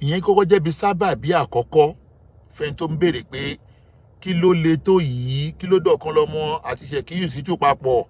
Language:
Yoruba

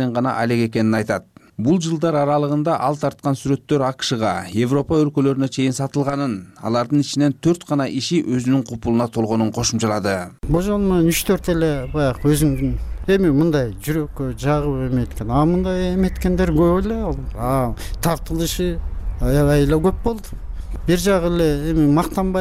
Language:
Kyrgyz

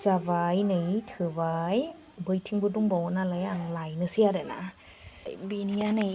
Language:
Bodo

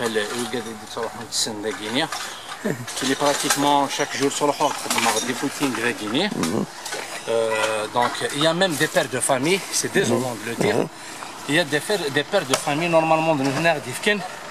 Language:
Kabyle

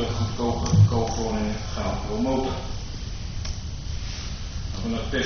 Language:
Dutch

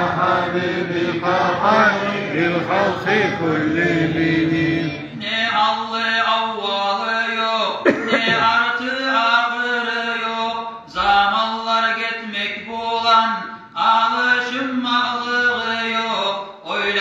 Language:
Kumyk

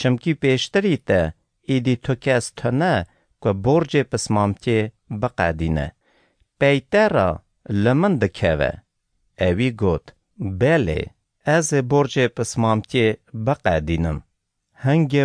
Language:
Kurdish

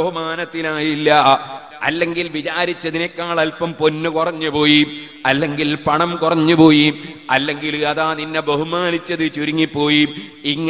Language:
Malayalam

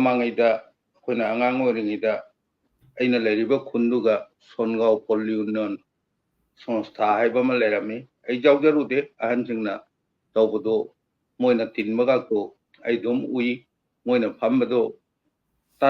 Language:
Manipuri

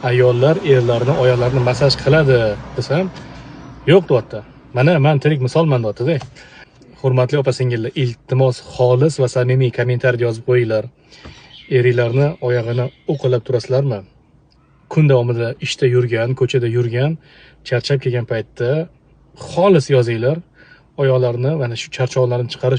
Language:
Uzbek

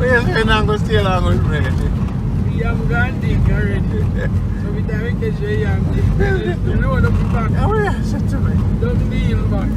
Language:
Jamaican Creole English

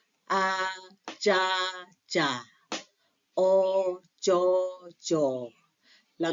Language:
Lahu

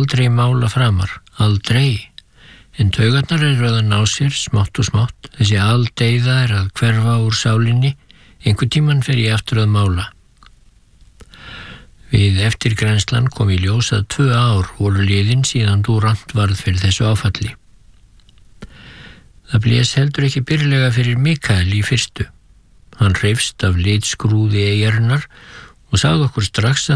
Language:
Icelandic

